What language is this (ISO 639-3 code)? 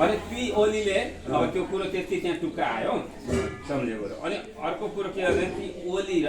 nep